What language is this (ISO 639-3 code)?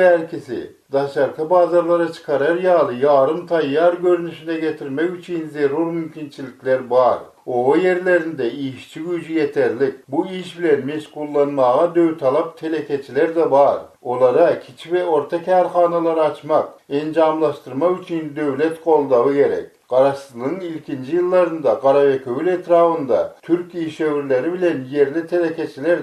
tuk